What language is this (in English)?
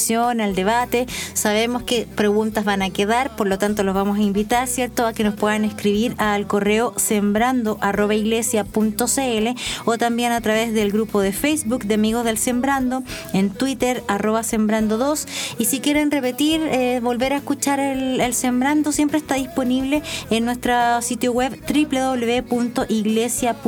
Spanish